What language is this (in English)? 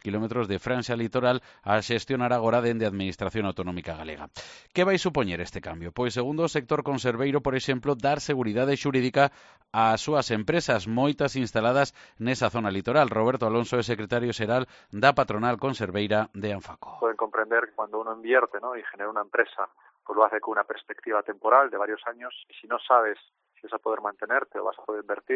Galician